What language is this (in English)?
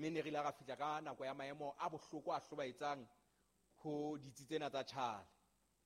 Southern Sotho